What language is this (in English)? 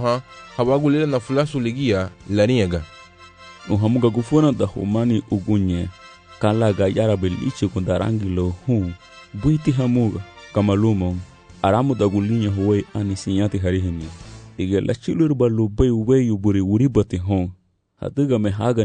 Garifuna